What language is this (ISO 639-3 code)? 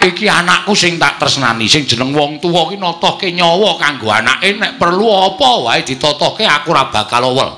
jav